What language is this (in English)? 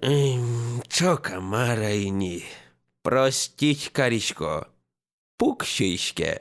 Udmurt